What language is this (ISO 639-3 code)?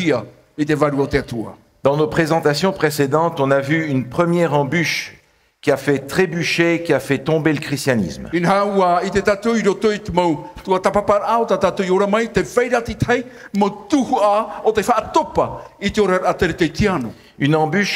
tah